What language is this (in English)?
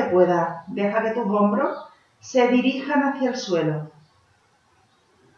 Spanish